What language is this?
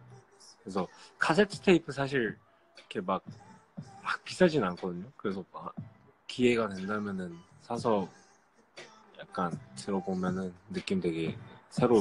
Korean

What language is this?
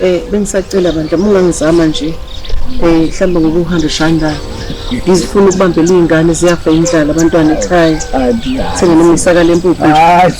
Zulu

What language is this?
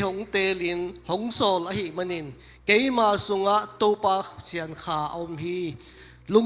Tedim Chin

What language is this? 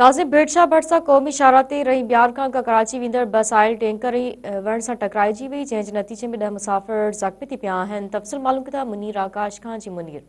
Sindhi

